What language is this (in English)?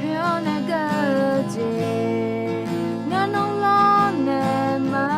Akha